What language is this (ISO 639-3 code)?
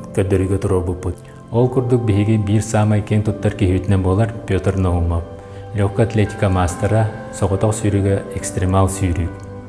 sah